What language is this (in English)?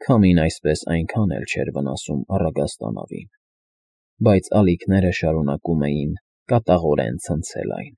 Armenian